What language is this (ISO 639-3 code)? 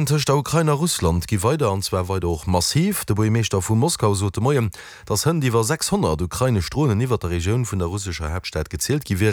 ltz